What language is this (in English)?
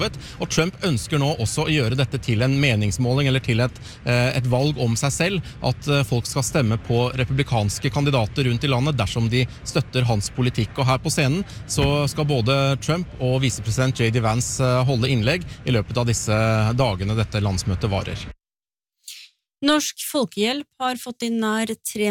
Norwegian